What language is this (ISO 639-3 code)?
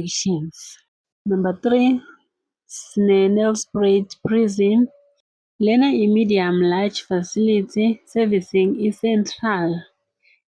zul